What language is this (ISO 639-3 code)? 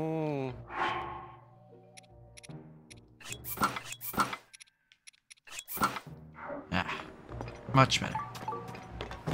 eng